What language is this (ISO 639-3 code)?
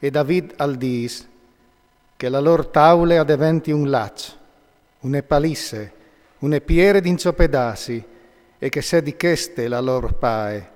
fur